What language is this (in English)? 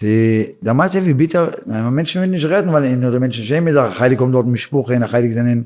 Yiddish